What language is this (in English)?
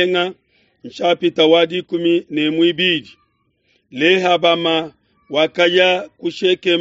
Luba-Lulua